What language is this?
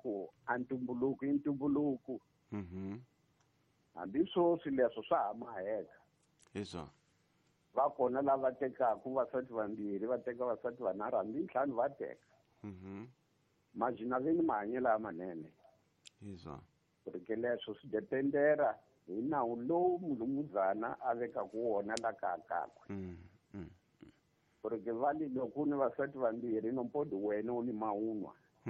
Tsonga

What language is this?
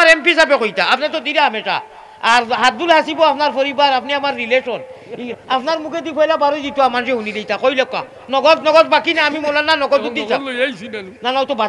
Sylheti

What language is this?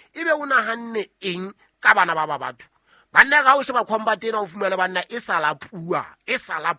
Southern Sotho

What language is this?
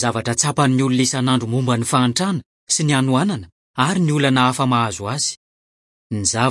Malagasy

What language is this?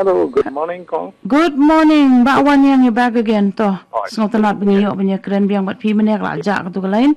Khasi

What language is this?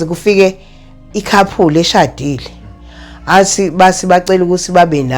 Zulu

